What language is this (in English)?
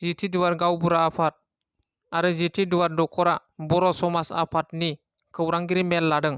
Bodo